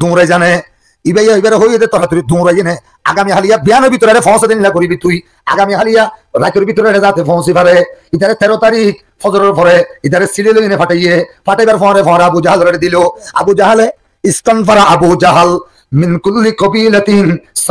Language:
Rohingya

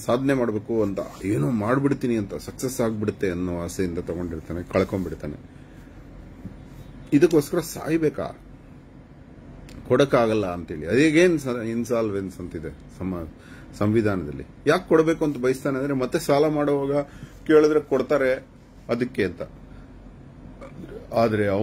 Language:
Kannada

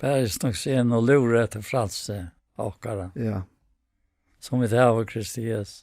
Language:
Faroese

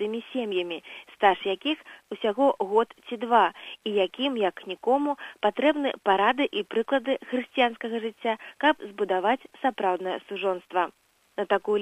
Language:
Belarusian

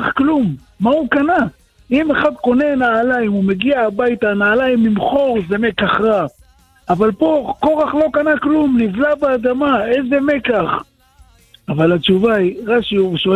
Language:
Hebrew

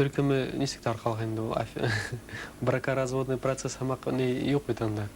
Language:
Bashkir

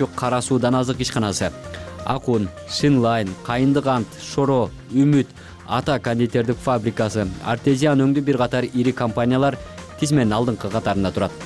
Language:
Kyrgyz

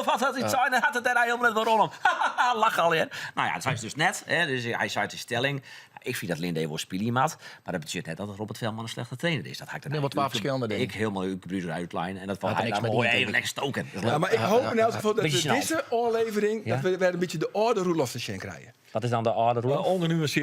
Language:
Western Frisian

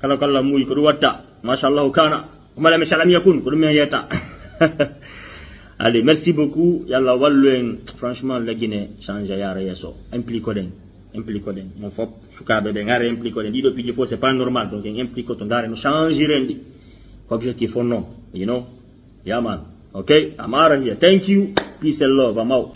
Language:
Fula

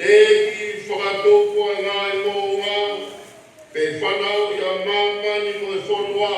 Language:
Tongan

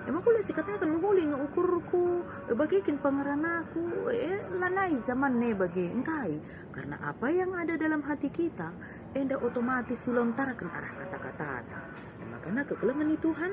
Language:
Batak Karo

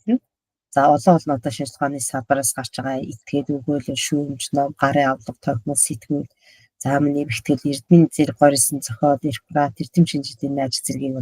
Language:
Mongolian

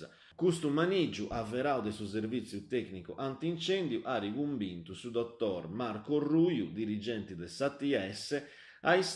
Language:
Sardinian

